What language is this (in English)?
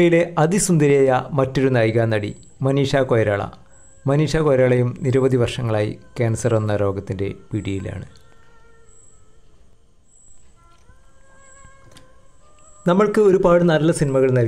Malayalam